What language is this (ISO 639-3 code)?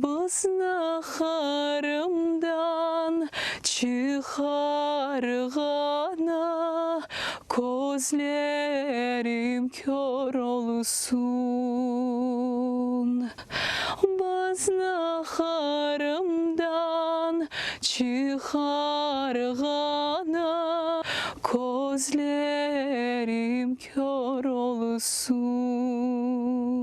crh